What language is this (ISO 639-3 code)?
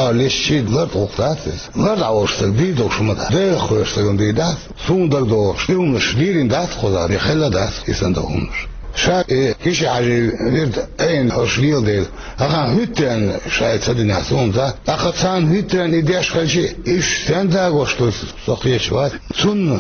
che